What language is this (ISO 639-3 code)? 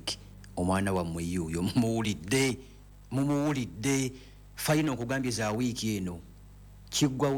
lug